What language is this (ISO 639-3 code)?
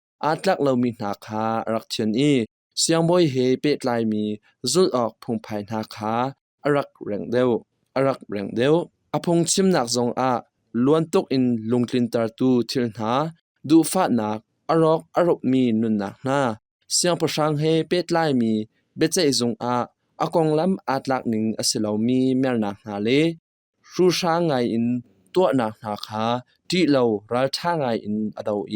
cnh